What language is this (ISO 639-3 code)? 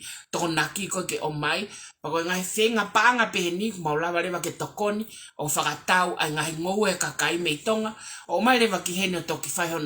ton